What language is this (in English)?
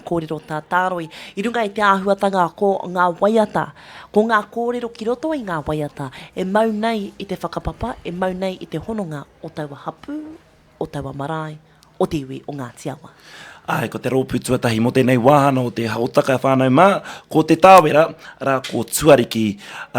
Māori